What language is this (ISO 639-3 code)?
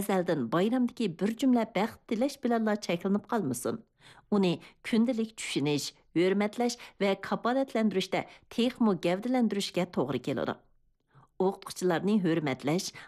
uig